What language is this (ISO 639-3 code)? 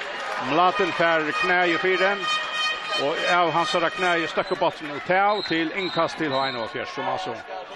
fao